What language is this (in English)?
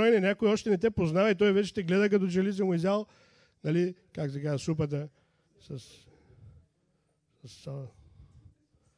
Bulgarian